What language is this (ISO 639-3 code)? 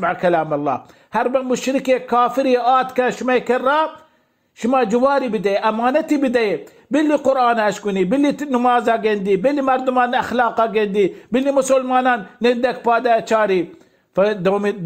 bal